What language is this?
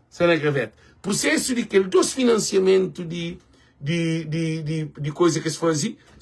Kabuverdianu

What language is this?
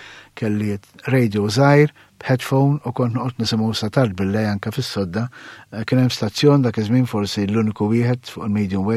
Maltese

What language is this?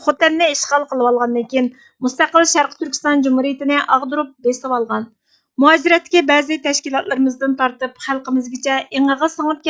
Uyghur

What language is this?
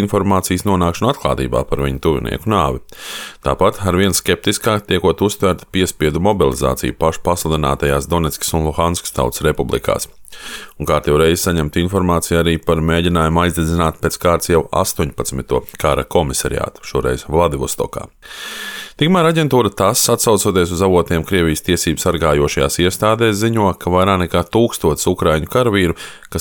Latvian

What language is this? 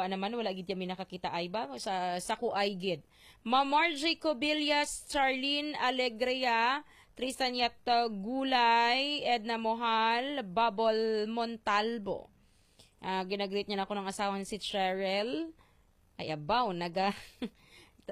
Hiligaynon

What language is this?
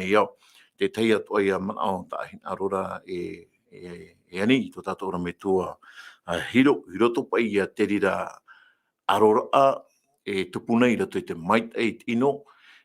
Tahitian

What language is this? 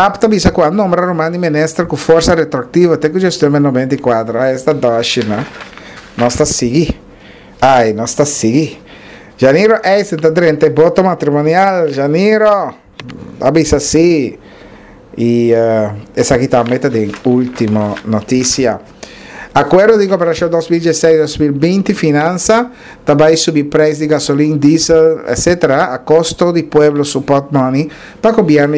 Papiamento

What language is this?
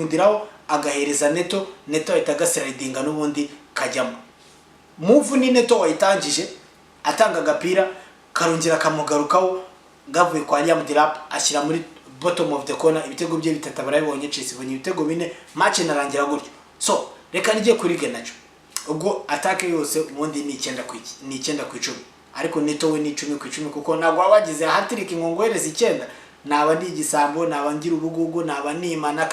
Kinyarwanda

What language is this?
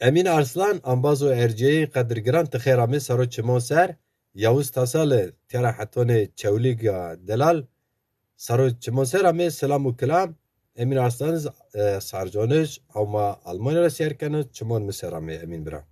Zaza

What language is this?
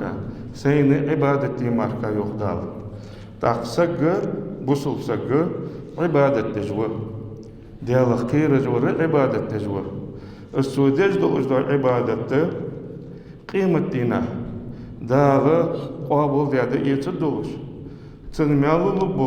Ingush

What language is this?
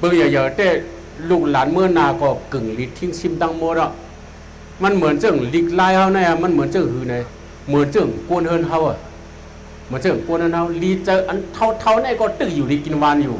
Shan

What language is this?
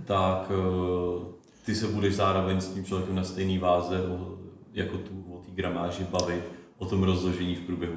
Czech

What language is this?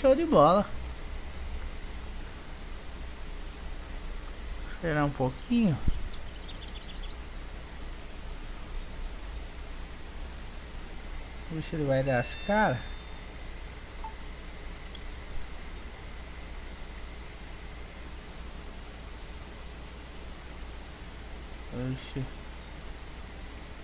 Portuguese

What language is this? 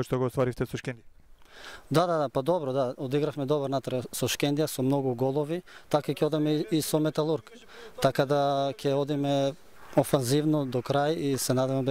Macedonian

